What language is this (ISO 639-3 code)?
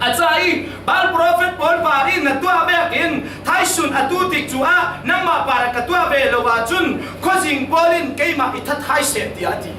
cfm